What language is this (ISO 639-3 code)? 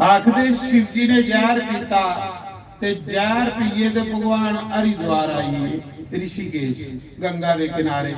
doi